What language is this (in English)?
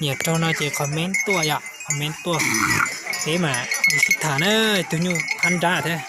Hmong